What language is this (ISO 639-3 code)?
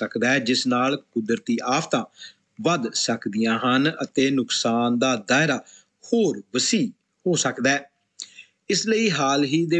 pan